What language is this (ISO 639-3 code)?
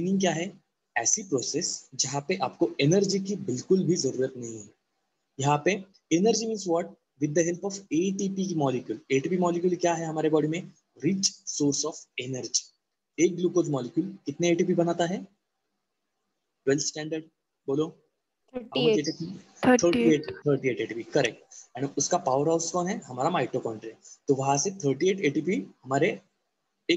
hin